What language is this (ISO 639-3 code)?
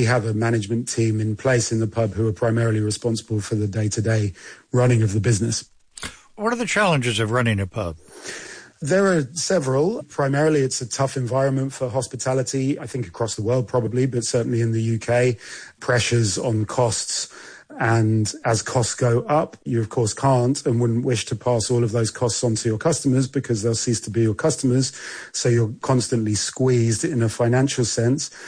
eng